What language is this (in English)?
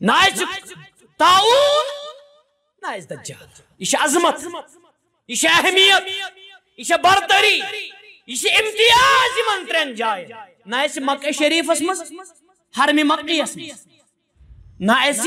Kashmiri